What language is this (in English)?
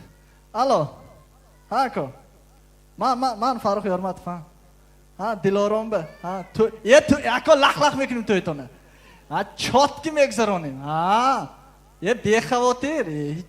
Tajik